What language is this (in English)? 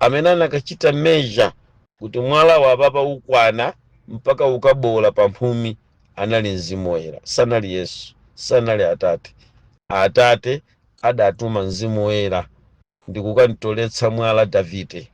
Nyanja